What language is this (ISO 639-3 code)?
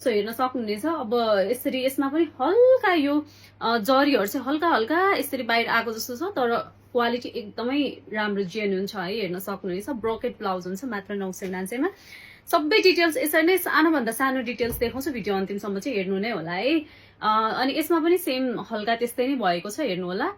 nep